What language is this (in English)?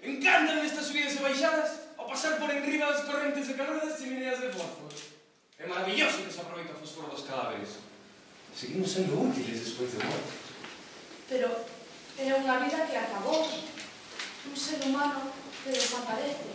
Galician